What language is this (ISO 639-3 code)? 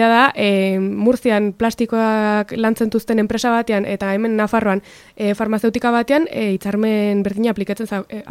eus